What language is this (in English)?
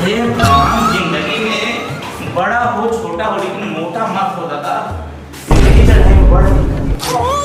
Chhattisgarhi